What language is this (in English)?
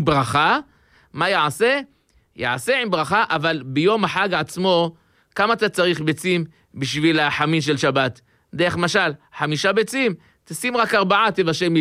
Hebrew